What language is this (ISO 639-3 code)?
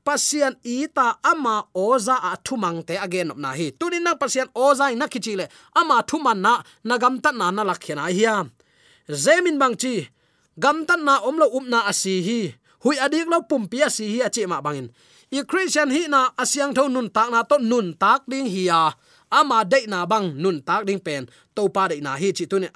ctd